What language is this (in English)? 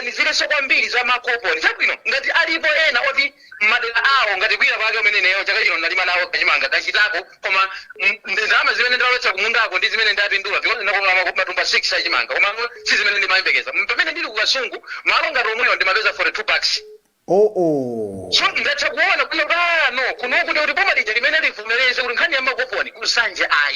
Nyanja